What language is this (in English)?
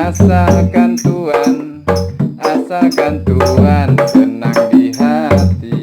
Betawi